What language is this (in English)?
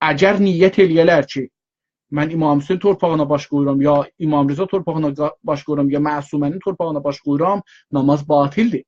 South Azerbaijani